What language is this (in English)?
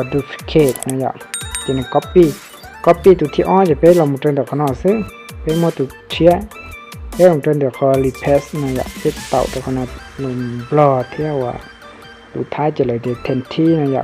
Hmong